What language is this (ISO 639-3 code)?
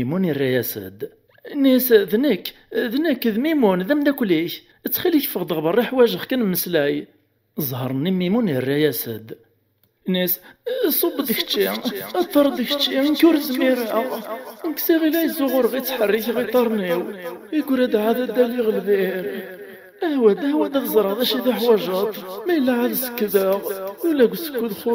kab